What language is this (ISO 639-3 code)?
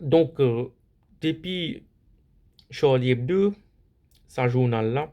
mfe